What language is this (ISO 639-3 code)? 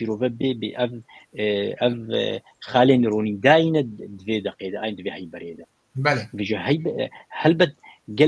kur